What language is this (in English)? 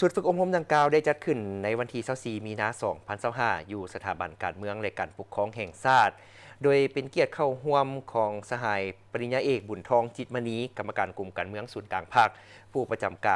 Lao